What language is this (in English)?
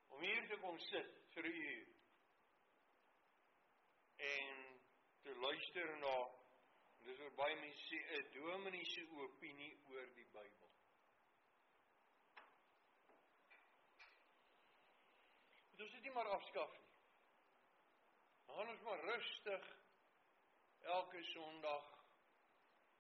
Afrikaans